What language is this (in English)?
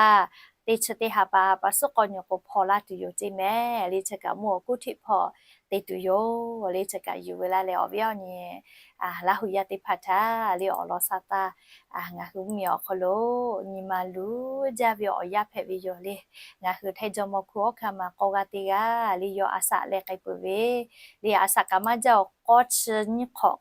Lahu